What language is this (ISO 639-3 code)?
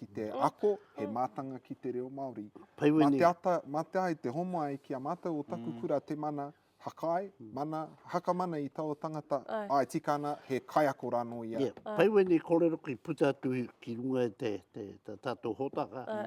mri